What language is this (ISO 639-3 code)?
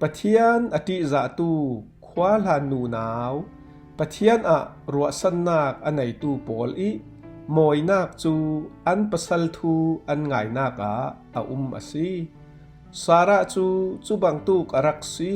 cfm